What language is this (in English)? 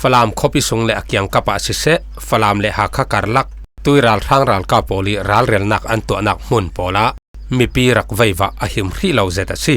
Falam Chin